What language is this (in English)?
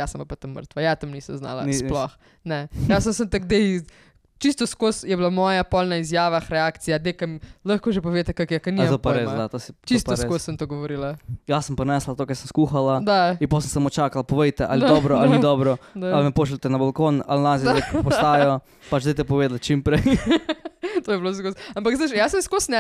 Slovenian